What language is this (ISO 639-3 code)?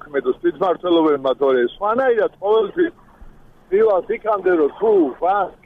kat